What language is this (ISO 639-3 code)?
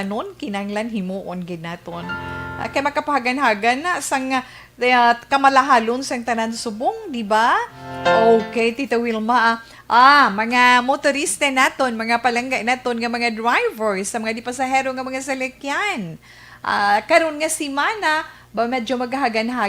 hil